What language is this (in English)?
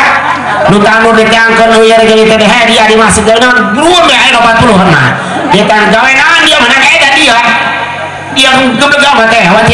Sundanese